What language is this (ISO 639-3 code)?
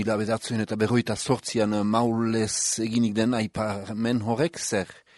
eus